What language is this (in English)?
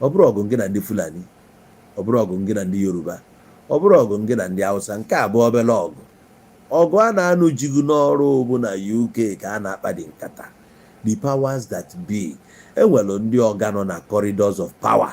Igbo